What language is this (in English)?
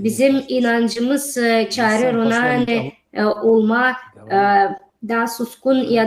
Gagauz